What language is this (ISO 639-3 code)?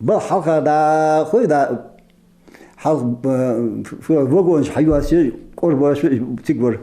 inh